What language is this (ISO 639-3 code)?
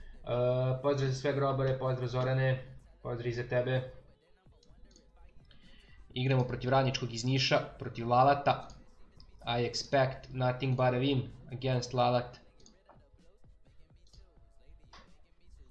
srp